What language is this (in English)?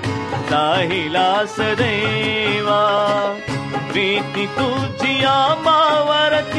Marathi